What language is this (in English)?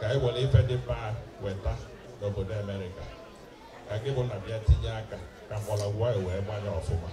Igbo